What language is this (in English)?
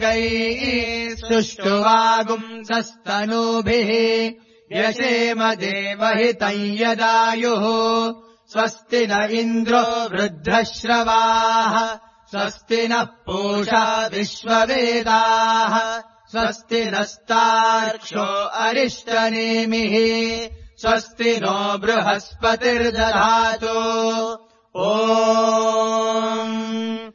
Sanskrit